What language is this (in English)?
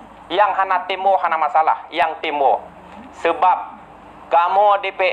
Achinese